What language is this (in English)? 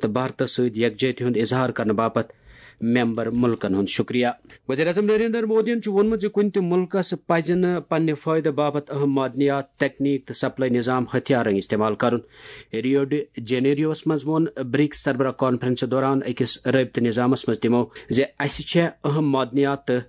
Kashmiri